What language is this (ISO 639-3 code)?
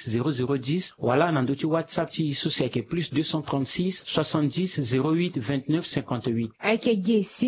sag